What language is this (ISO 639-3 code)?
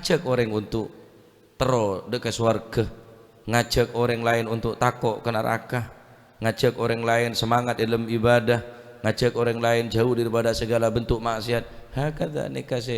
mad